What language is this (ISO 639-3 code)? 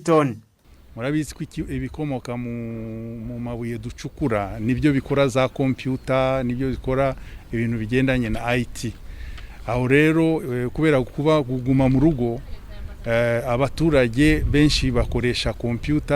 kin